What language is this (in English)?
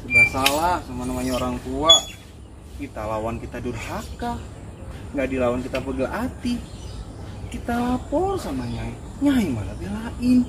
Betawi